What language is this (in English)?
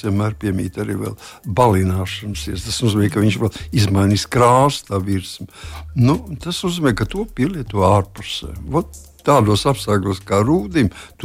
Latvian